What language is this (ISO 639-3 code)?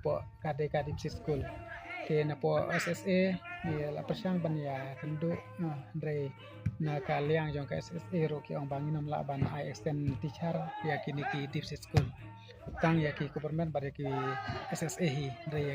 kha